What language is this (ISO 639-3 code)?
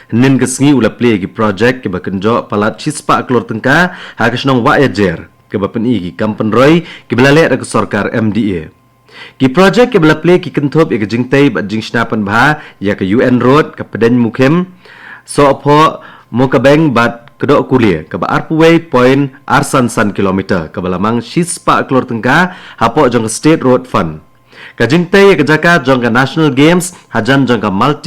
kha